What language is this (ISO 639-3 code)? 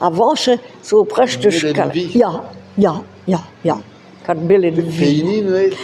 bre